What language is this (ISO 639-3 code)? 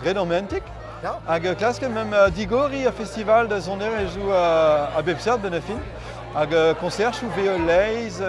bre